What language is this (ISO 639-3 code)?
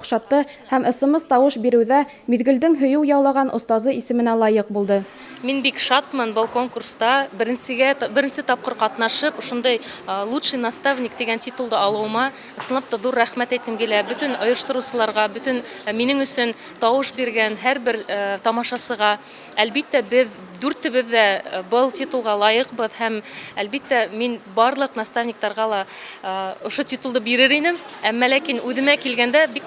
bak